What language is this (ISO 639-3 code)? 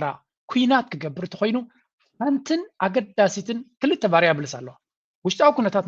tir